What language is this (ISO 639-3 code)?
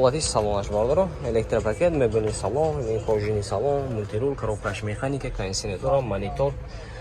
tgk